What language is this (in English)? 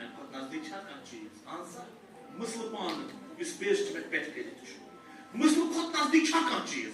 Kashmiri